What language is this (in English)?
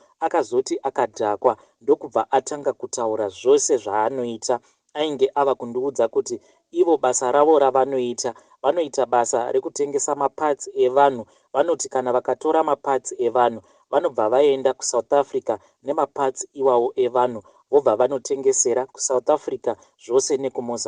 Shona